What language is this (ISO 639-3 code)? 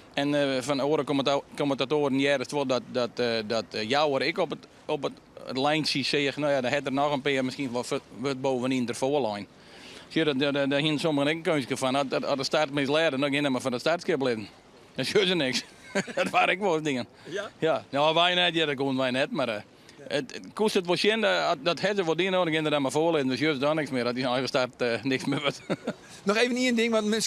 fry